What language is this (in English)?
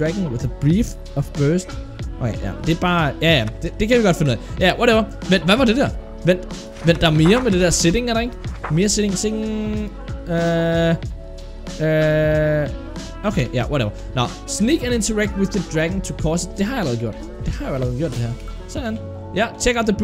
Danish